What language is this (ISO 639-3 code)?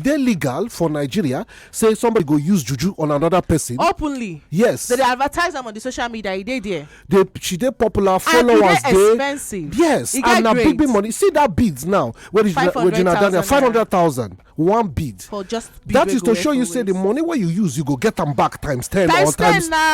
pcm